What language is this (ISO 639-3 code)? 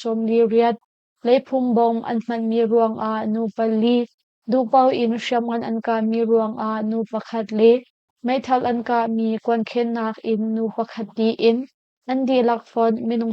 cnh